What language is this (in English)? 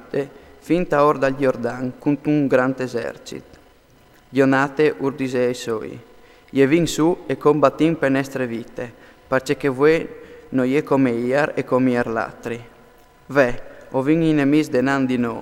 Friulian